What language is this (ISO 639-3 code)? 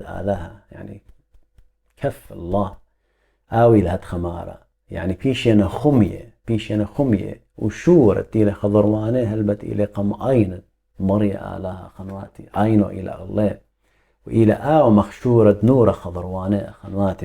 aii